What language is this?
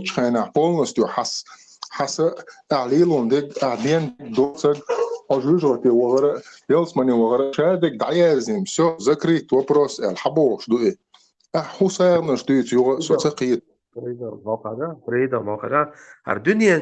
Chechen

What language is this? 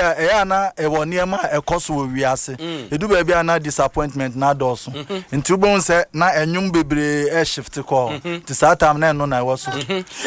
Akan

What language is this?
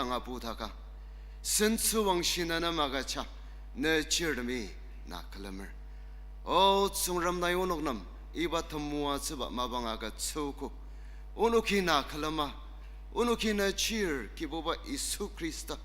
Ao Naga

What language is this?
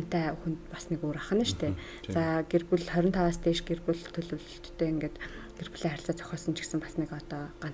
Mongolian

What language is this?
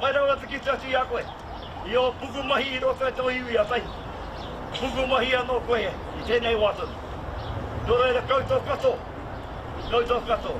Māori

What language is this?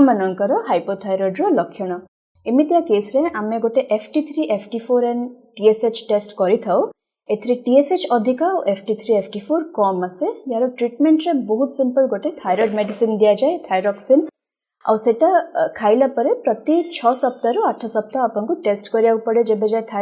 Odia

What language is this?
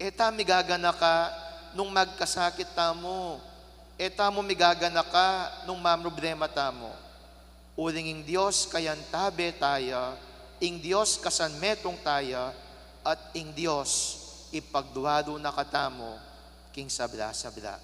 Pampanga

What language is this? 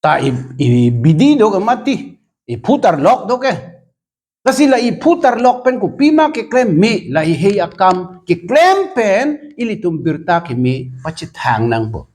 Karbi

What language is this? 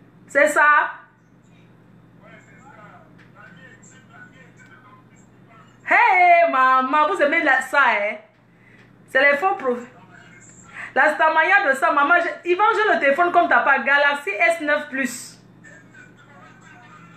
French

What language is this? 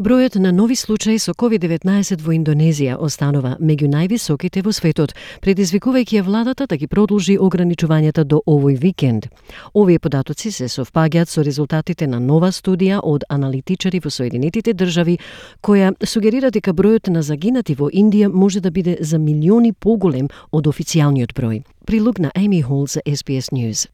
Macedonian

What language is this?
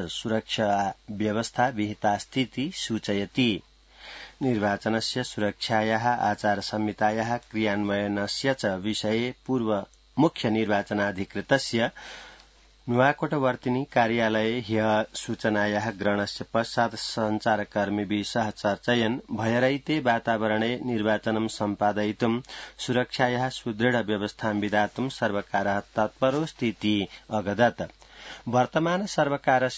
Sanskrit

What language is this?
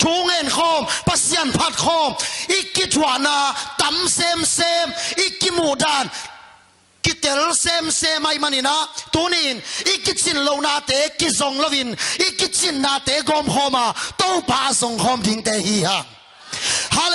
Tedim Chin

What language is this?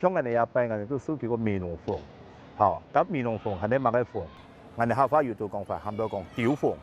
Hakka Chinese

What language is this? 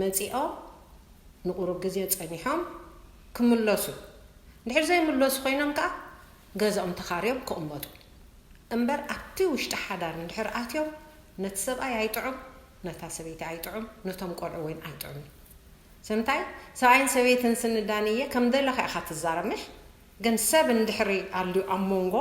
Tigrinya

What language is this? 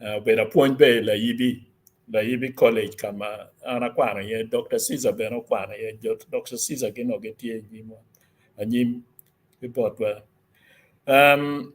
Acoli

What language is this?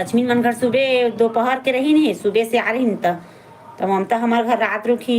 Chhattisgarhi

